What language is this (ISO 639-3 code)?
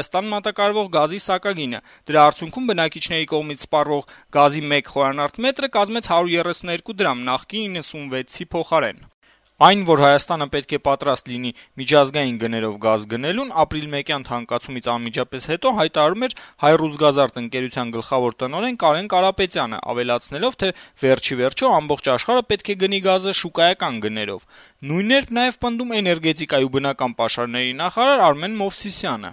hye